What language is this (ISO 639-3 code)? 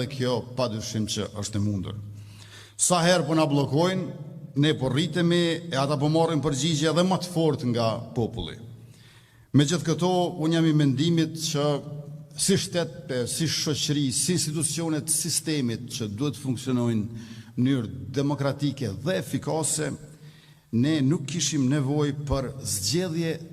sqi